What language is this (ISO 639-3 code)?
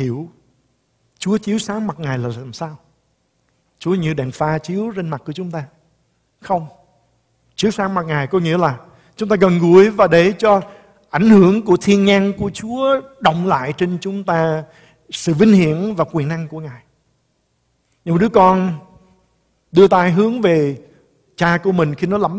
vie